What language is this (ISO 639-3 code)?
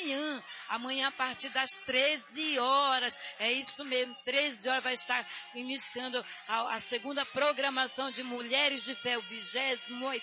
por